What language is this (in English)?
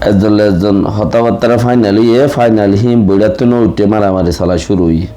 Rohingya